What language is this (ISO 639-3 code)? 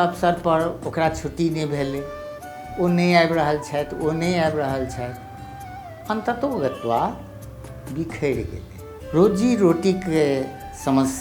mai